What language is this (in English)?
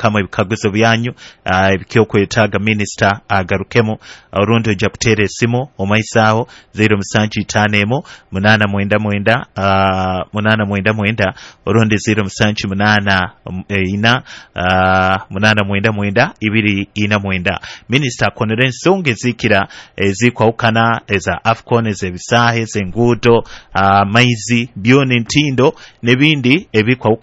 Nyoro